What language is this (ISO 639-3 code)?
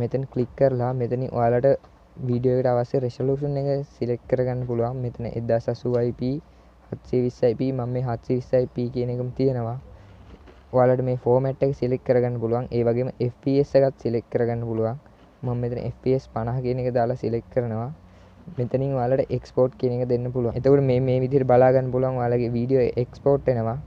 sin